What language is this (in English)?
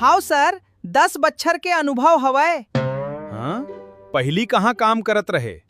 Chhattisgarhi